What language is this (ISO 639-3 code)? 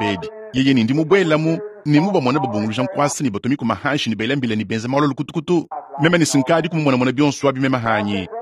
lua